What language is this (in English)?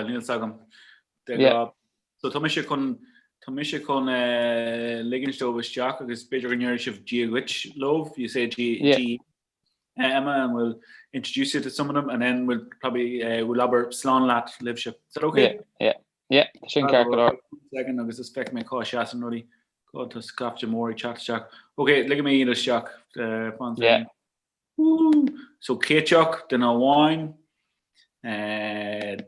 Irish